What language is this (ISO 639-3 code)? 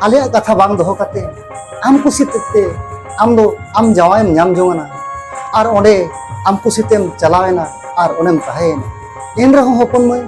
sat